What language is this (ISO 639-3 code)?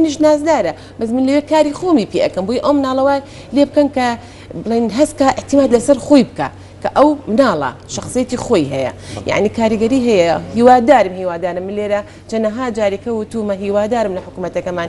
ckb